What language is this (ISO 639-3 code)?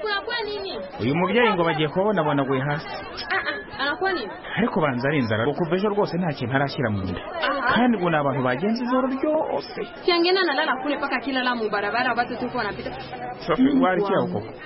kin